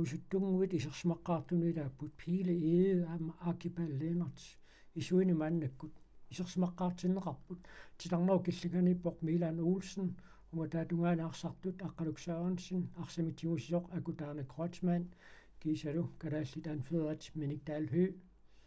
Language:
Kalaallisut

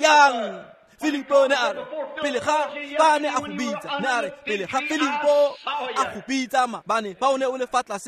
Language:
Tswana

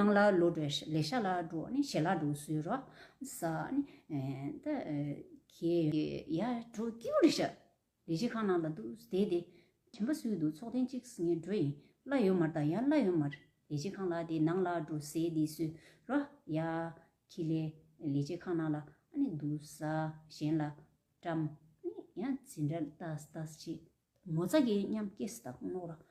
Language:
Tibetan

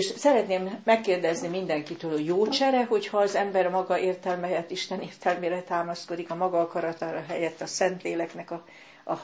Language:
Hungarian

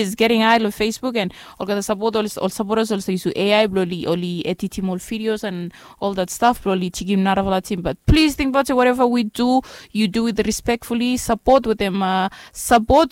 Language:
Bislama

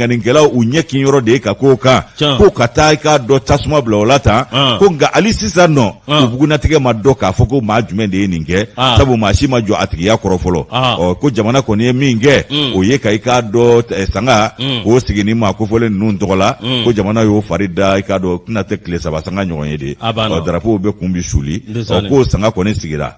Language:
Bambara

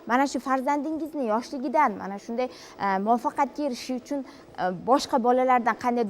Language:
Uzbek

